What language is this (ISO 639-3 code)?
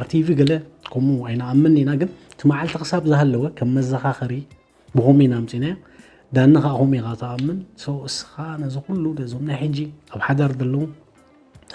tir